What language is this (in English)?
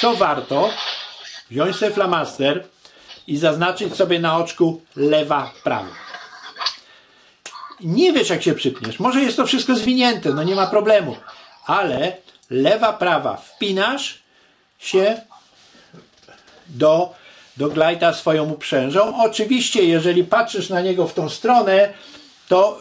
Polish